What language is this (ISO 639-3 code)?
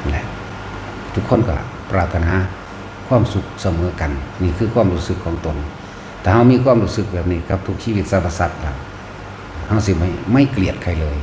tts